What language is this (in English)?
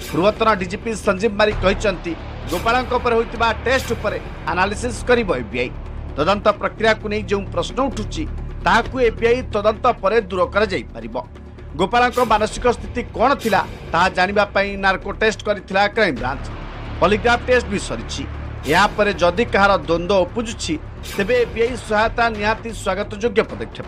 Odia